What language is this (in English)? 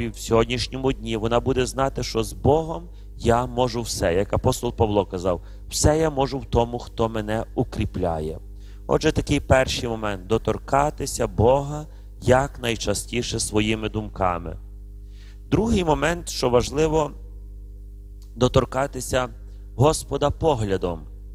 Ukrainian